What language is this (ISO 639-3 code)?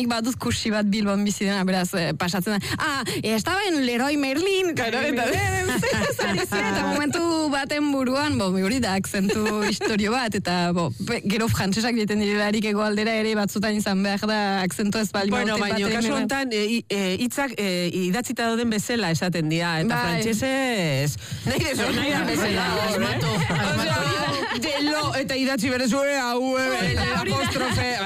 eus